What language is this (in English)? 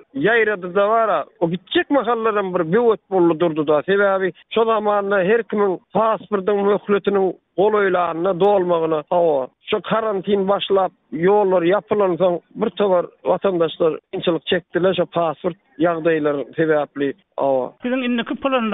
Turkmen